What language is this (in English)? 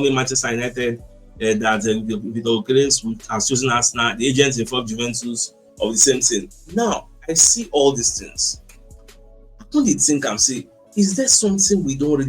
Nigerian Pidgin